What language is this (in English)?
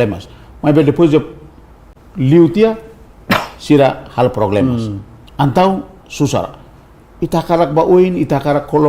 Tetum